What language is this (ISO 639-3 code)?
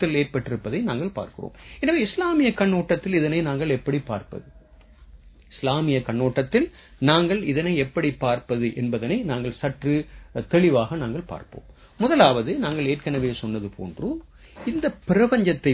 tam